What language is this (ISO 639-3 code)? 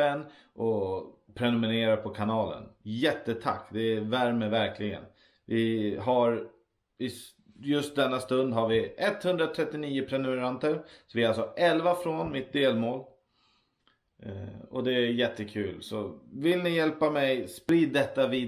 swe